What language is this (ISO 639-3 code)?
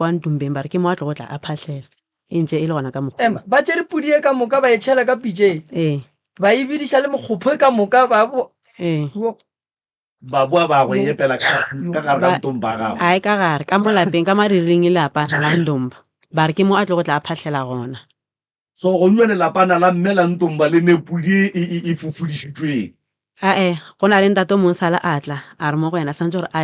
nso